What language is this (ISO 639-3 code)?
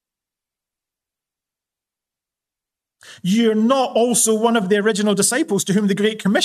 eng